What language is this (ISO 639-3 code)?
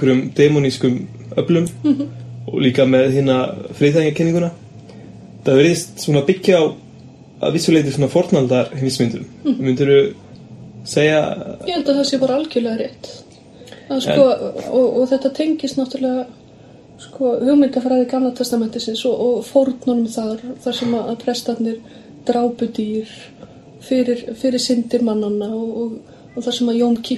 isl